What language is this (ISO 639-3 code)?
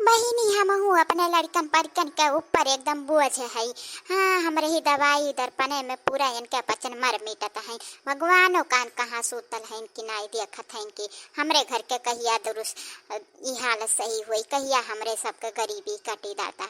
awa